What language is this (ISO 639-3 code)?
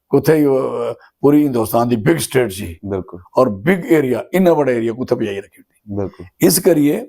doi